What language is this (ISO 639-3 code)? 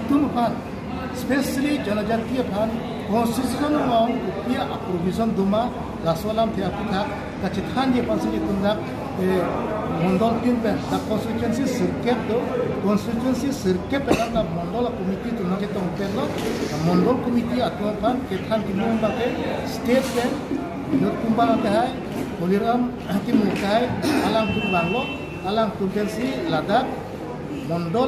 mjw